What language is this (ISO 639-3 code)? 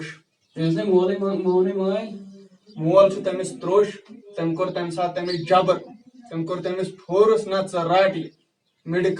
kas